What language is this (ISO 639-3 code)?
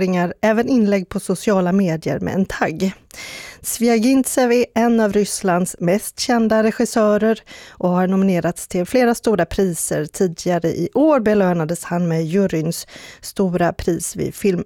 swe